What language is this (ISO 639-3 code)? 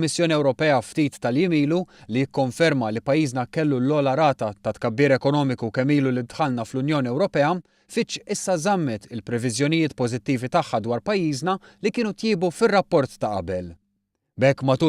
mlt